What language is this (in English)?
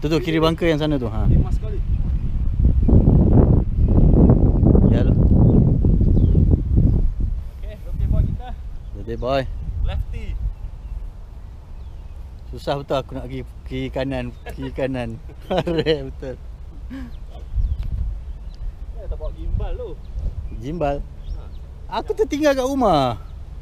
Malay